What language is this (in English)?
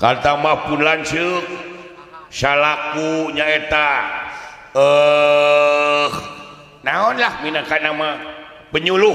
Sundanese